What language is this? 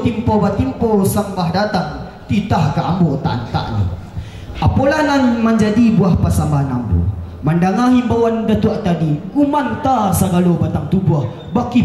Minangkabau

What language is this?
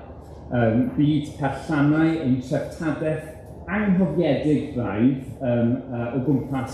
Welsh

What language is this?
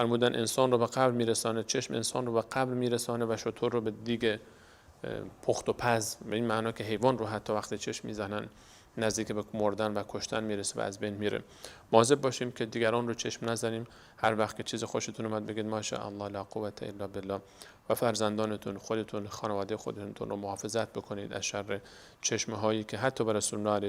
Persian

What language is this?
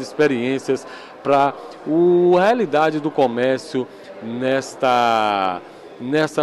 Portuguese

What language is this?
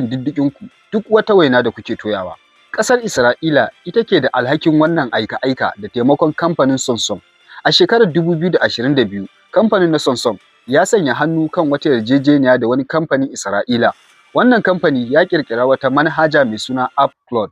Hausa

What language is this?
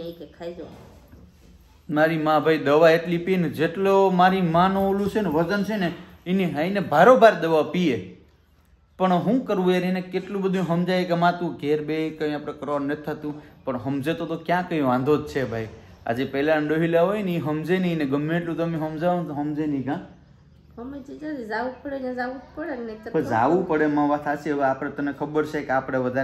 Gujarati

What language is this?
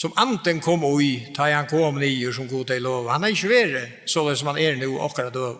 Faroese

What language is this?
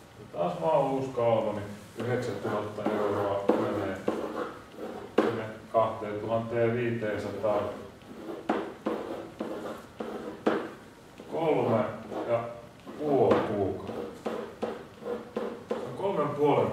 Finnish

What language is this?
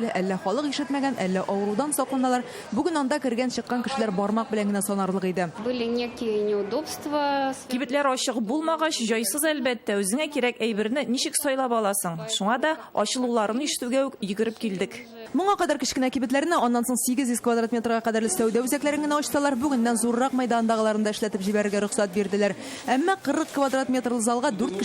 Tatar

